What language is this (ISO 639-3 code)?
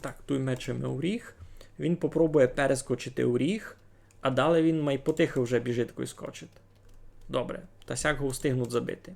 rue